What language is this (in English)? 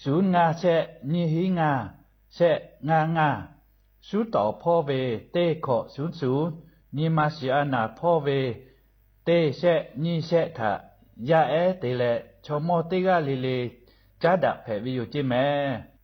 Lahu